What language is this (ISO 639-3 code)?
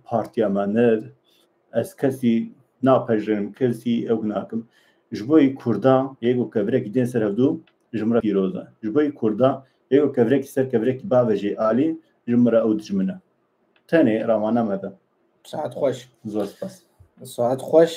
kur